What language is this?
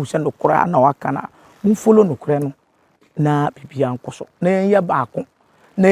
Akan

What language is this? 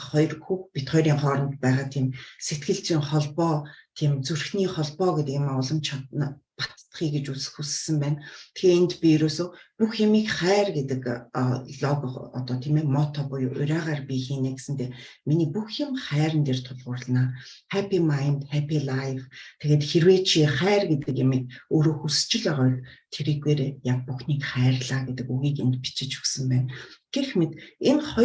Mongolian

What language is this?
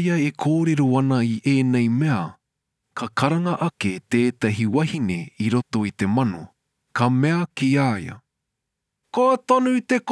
Māori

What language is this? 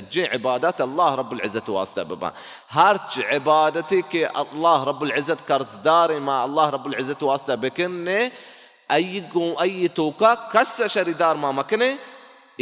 Baluchi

